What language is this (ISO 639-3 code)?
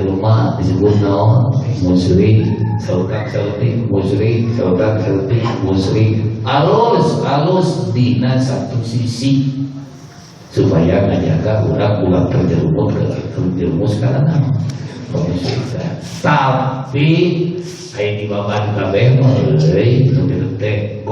sun